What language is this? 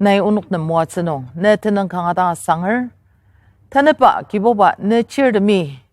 Ao Naga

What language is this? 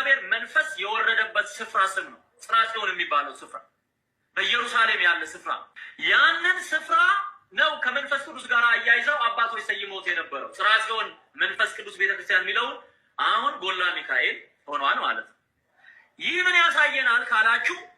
Amharic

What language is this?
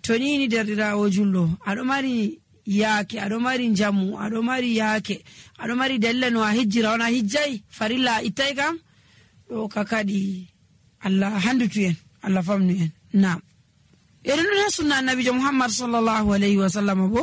Nigerian Fulfulde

